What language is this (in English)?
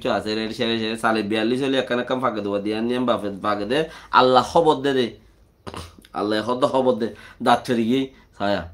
Rohingya